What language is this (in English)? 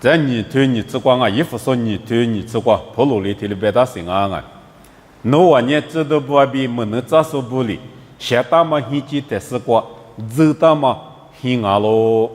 Lisu